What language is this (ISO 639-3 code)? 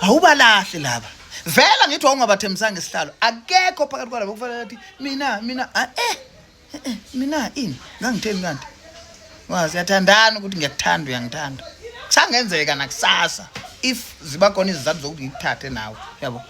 zul